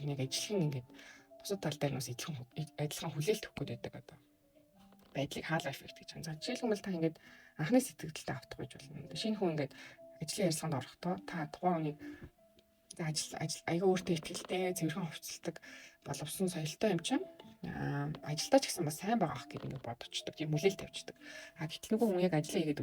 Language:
Mongolian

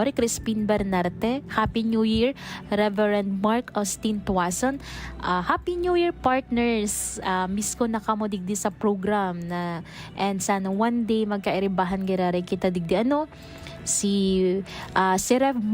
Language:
Bikol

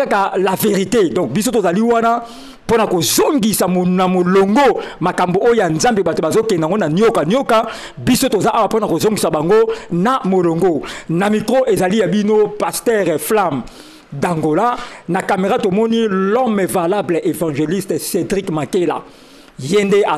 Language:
Lingala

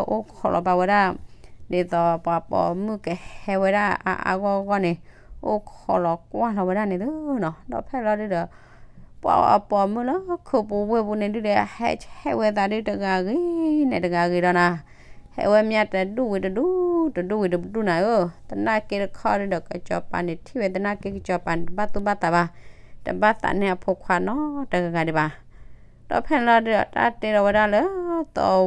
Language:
S'gaw Karen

